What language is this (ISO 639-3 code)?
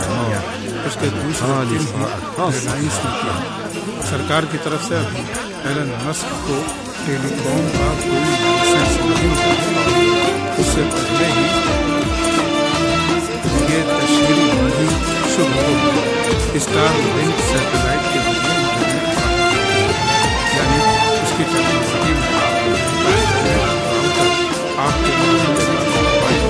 urd